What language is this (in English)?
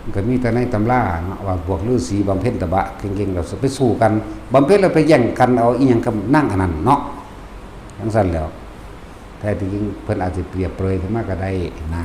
Northeastern Thai